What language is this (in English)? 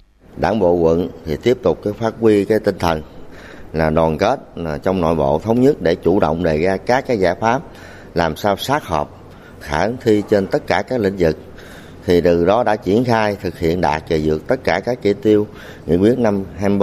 Vietnamese